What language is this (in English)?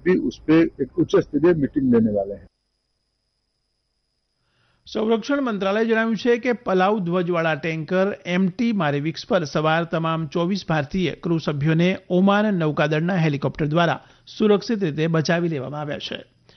Gujarati